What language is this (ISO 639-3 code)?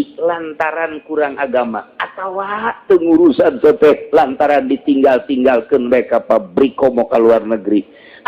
sun